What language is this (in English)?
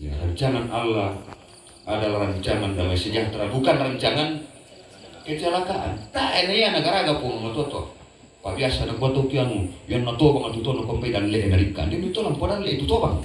Toraja-Sa'dan